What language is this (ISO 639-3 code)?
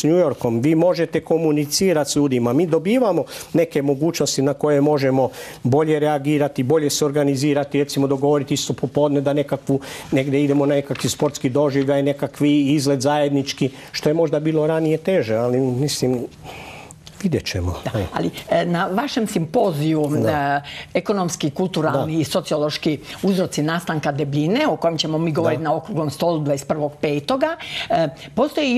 hrv